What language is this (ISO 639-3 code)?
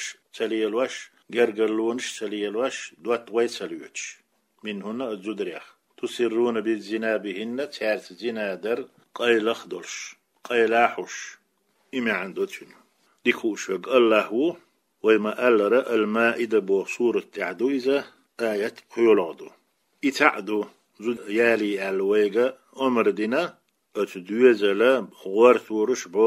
che